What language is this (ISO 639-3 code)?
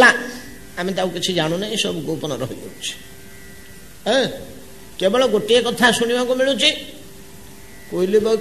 ori